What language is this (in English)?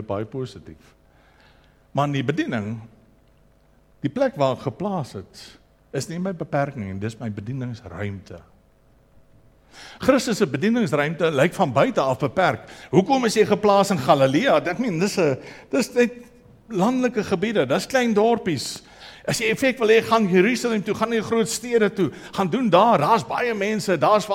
Afrikaans